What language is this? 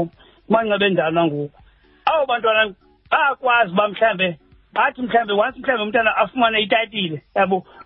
Xhosa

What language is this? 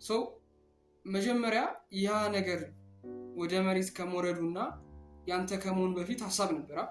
Amharic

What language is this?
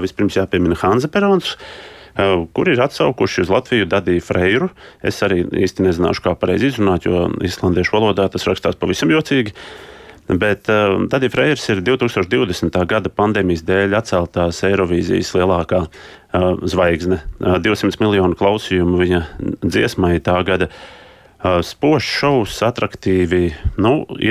Latvian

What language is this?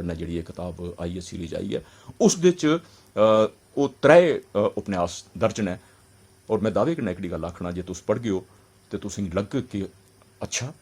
Dogri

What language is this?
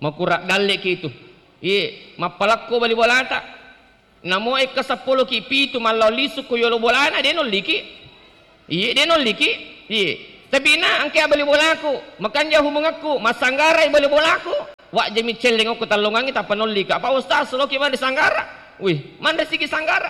Buginese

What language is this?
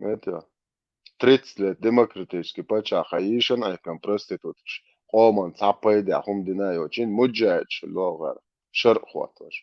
Chechen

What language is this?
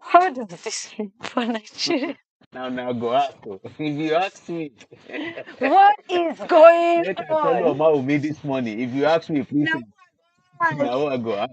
Nigerian Pidgin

